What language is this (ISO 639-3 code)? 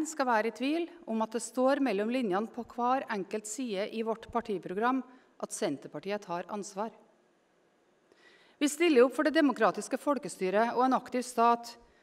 nor